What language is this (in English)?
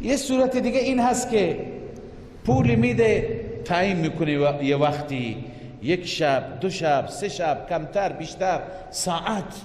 Persian